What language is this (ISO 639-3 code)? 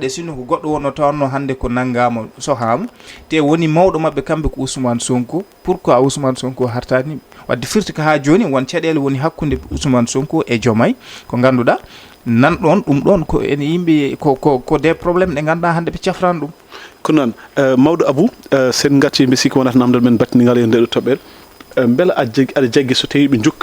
ful